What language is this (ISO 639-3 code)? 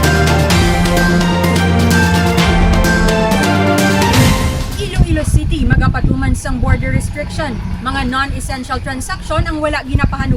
hil